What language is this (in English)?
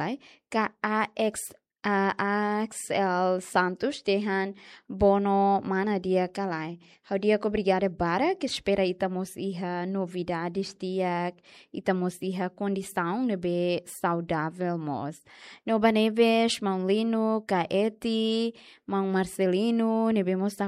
Tetum